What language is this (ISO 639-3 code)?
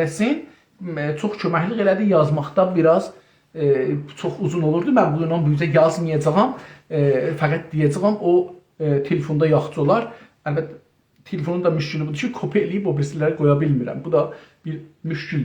azb